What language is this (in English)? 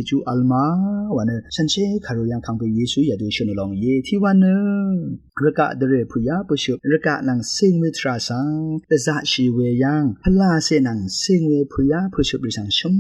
Rawang